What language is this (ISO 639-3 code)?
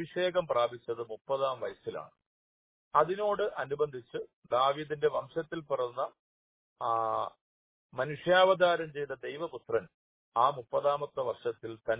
mal